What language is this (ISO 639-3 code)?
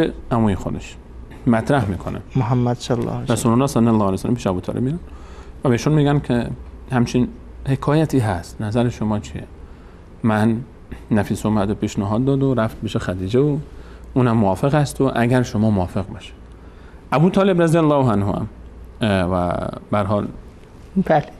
fas